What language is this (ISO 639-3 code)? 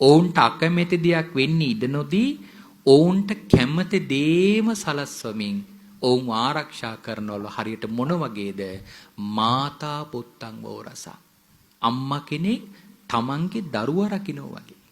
sin